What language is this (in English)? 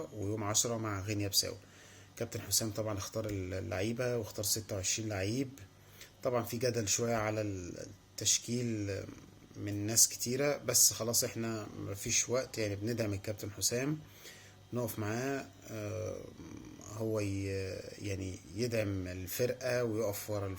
Egyptian Arabic